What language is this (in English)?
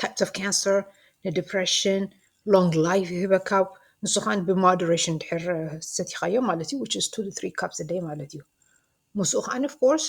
Tigrinya